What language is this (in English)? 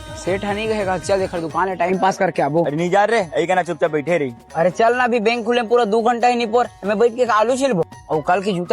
Chhattisgarhi